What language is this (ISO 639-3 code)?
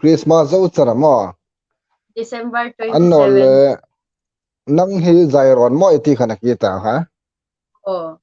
hmr